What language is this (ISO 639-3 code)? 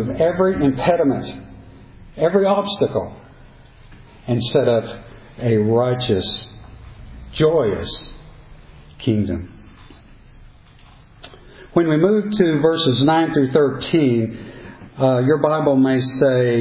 eng